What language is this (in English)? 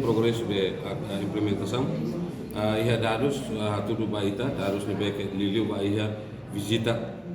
Tetum